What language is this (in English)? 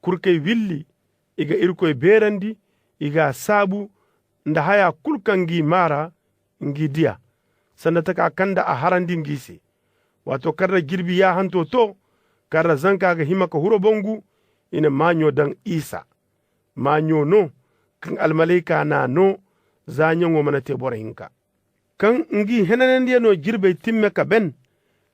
Zarma